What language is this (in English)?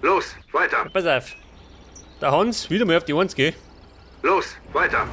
Bavarian